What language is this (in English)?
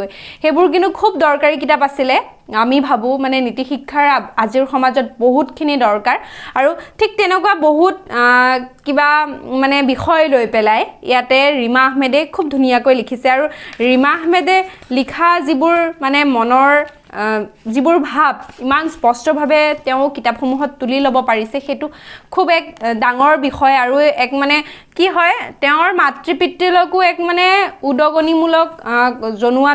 Assamese